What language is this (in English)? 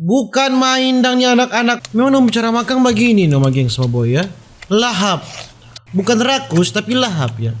Manado Malay